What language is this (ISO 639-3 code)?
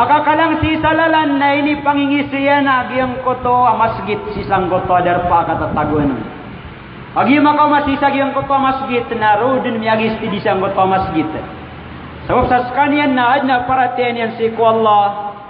mrw